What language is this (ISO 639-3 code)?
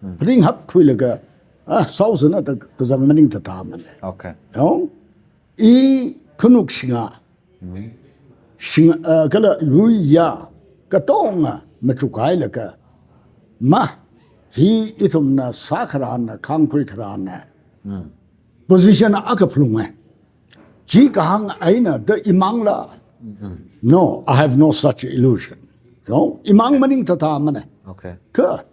nmf